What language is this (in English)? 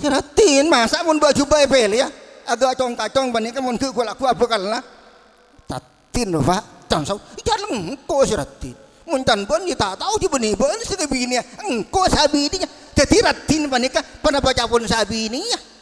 Madurese